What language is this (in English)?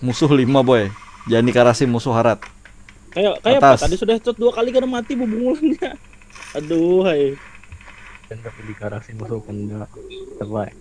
Banjar